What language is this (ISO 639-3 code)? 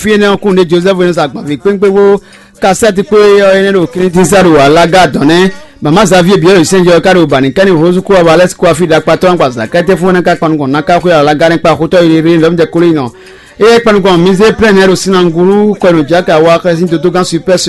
fon